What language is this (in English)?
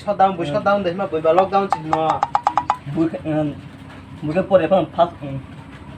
Kok Borok